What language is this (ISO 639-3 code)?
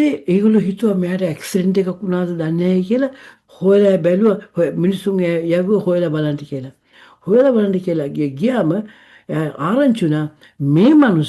sin